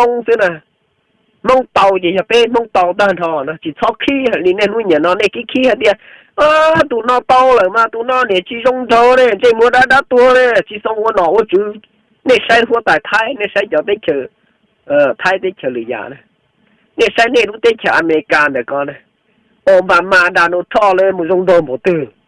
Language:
Hmong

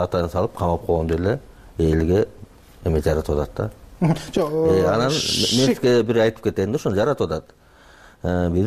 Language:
Kyrgyz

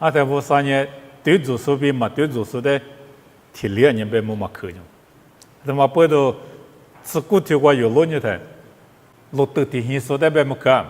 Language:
Lisu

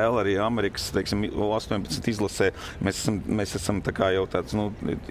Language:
Latvian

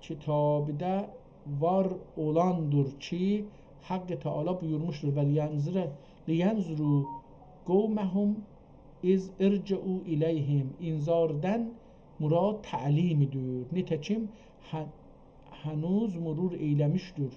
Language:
South Azerbaijani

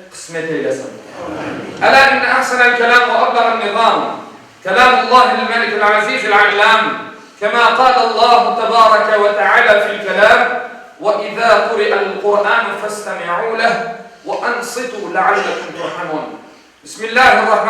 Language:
Crimean Tatar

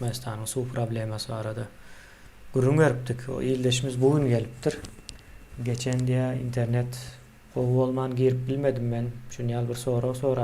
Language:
Turkmen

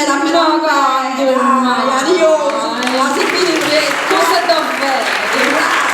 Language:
Sardinian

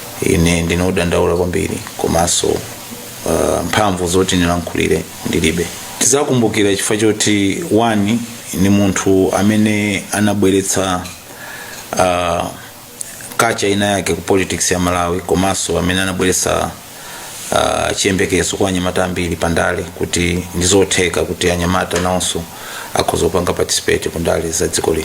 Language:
Nyanja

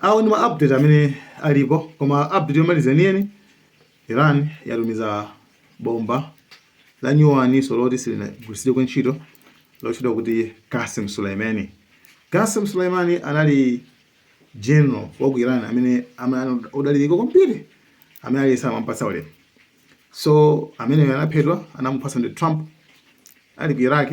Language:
Nyanja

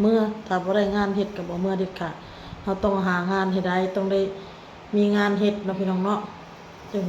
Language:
Lao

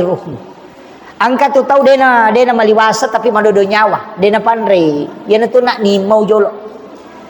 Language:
Buginese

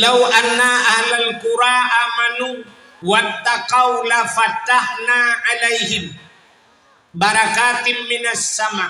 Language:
Achinese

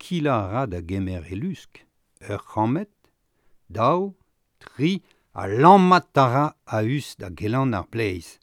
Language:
Breton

